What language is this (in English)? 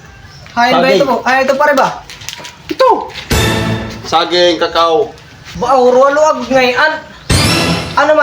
Waray